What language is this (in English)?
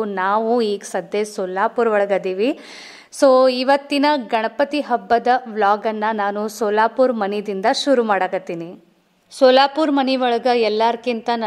Kannada